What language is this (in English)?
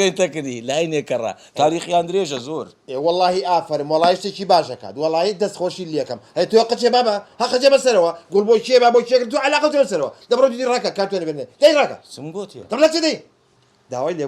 Central Kurdish